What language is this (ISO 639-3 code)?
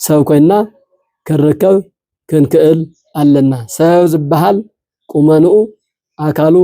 tir